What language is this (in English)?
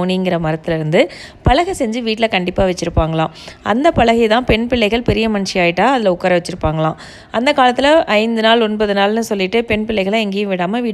Tamil